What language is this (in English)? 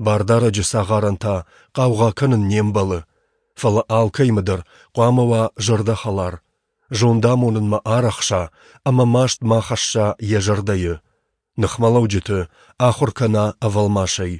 Ossetic